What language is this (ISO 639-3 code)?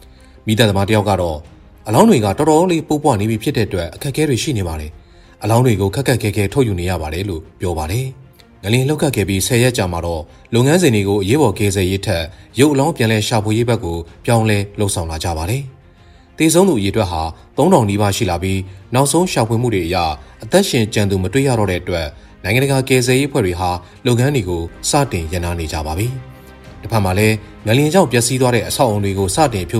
mya